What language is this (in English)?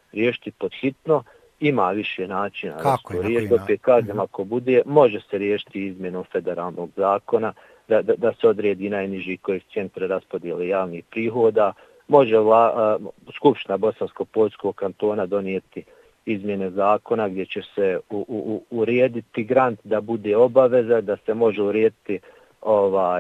Bosnian